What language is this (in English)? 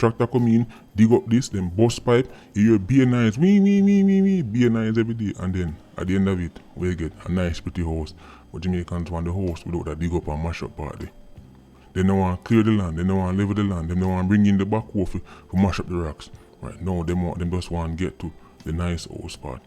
Jamaican Creole English